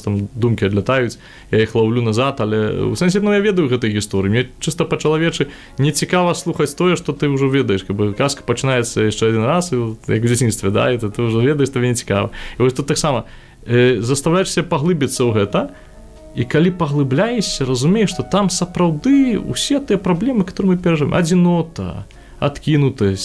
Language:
Belarusian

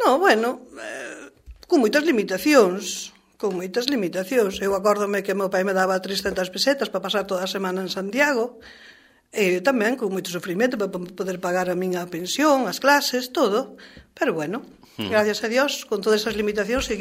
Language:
Galician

